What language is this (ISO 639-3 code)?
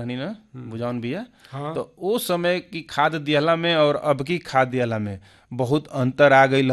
bho